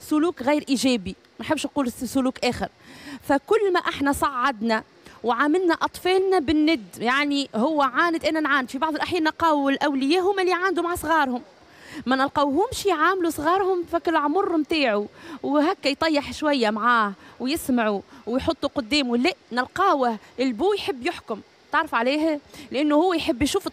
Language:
Tunisian Arabic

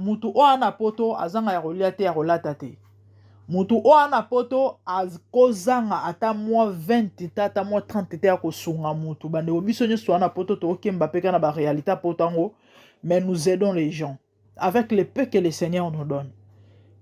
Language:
Lingala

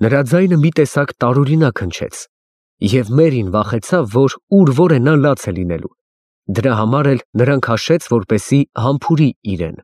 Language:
Armenian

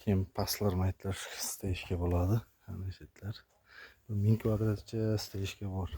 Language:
Uzbek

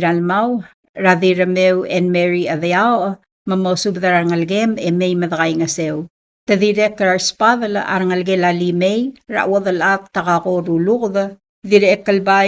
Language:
Palauan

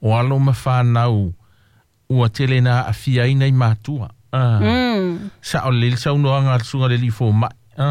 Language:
Samoan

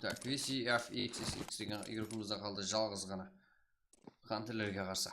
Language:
Kara-Kalpak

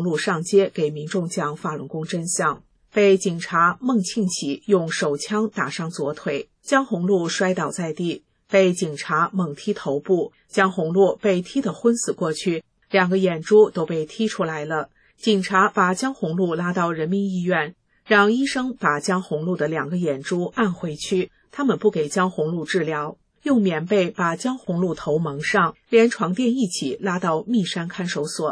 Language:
Chinese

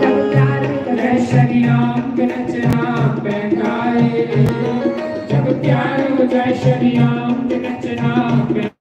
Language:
Dogri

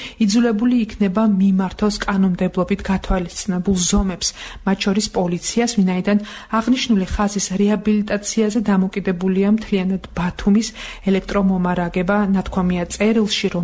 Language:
Georgian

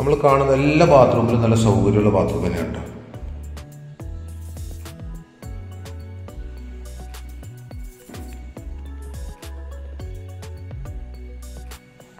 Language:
Malayalam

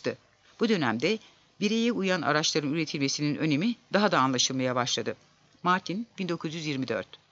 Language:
Turkish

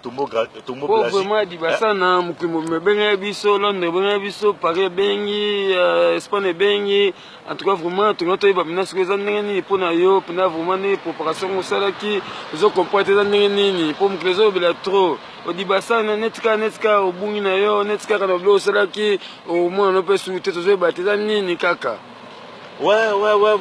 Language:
Lingala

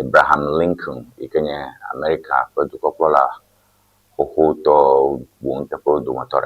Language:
Ewe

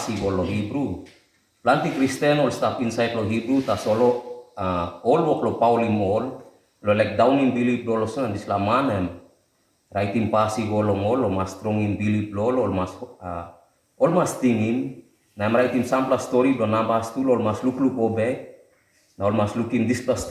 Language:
Tok Pisin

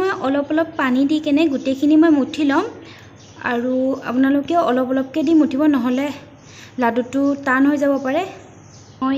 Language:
Assamese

